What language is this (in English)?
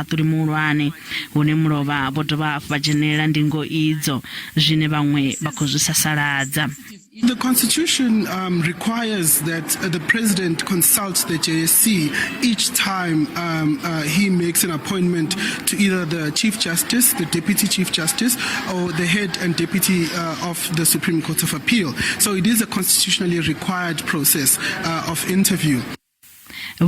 Venda